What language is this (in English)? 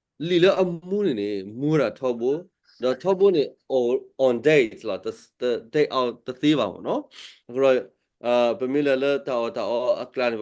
S'gaw Karen